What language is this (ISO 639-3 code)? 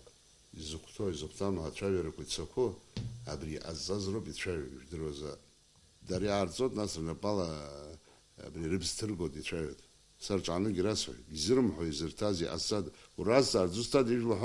abk